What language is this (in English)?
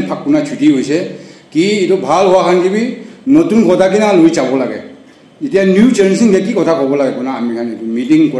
Naga Pidgin